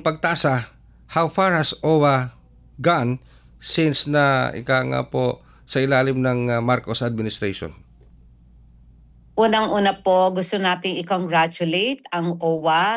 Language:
Filipino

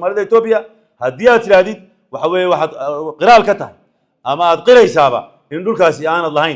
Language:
Somali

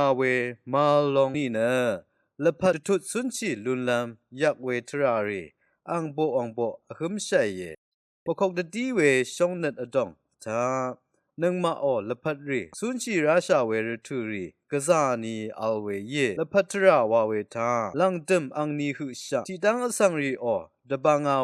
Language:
Rawang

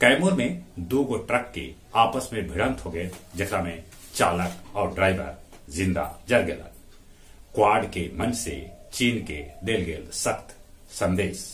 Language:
Magahi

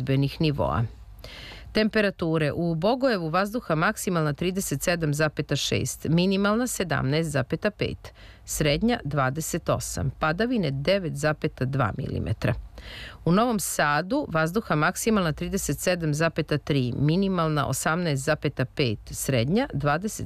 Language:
Serbian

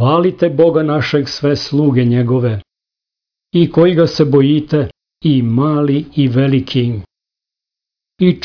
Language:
Serbian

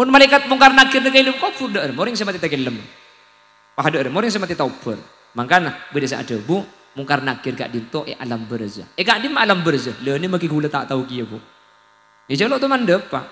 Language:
Madurese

